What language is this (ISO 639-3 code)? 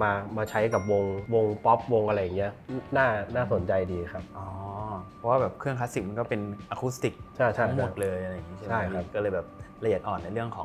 tha